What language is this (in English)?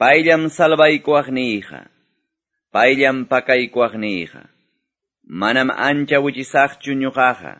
Quechua